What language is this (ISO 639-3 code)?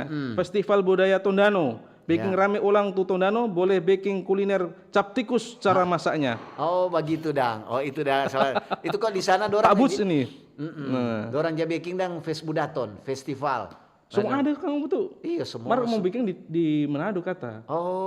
xmm